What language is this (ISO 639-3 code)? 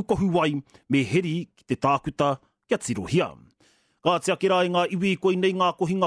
mri